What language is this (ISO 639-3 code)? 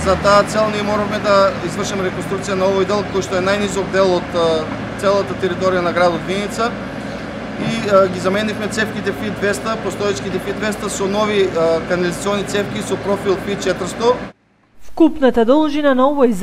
mkd